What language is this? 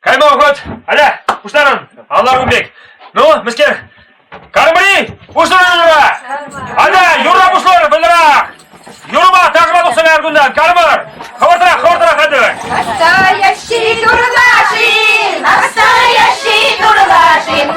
Chuvash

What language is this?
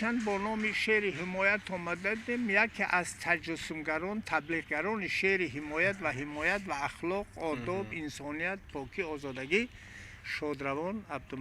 Tajik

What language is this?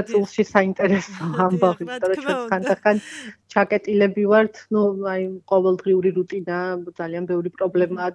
Georgian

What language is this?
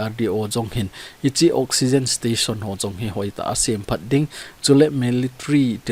Thado Chin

